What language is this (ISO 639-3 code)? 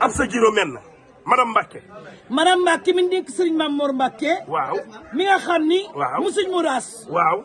wol